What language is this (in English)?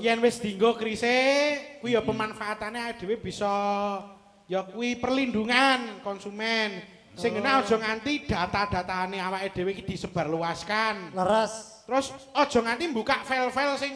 Javanese